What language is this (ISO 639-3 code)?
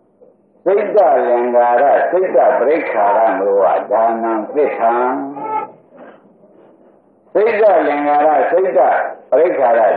mya